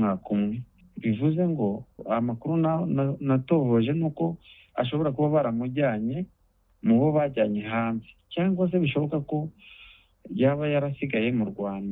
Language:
Kinyarwanda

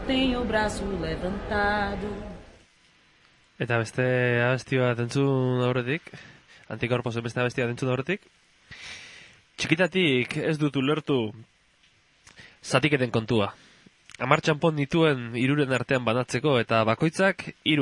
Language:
Basque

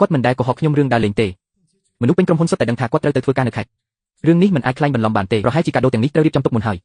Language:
Khmer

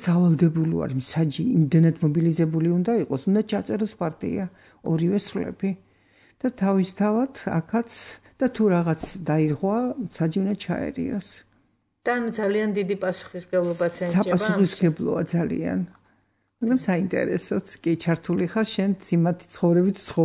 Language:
Georgian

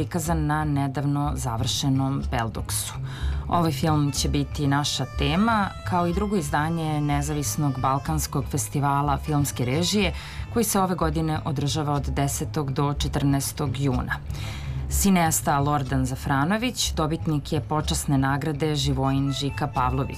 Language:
Serbian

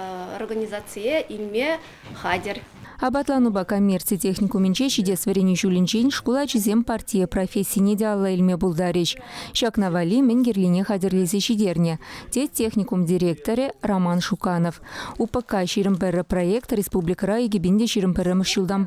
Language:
Chuvash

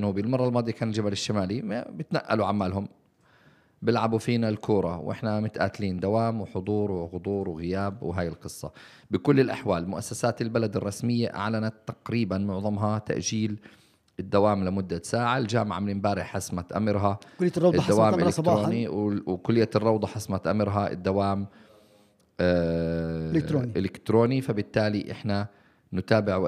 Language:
North Levantine Arabic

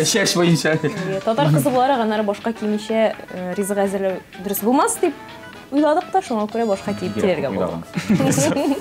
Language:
Tatar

